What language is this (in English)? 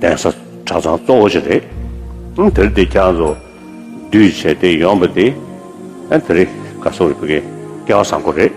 Tibetan